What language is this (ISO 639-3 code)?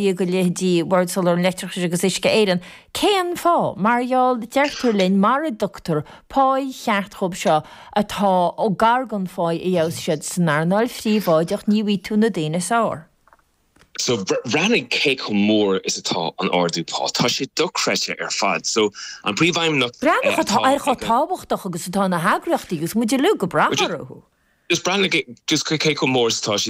gle